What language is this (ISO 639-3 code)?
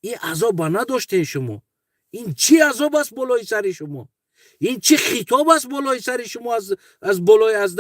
tgk